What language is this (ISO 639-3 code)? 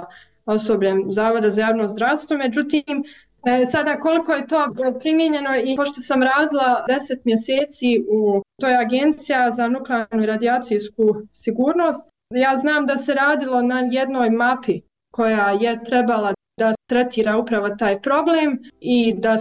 bos